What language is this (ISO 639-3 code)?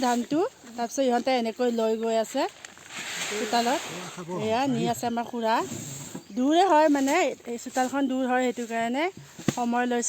asm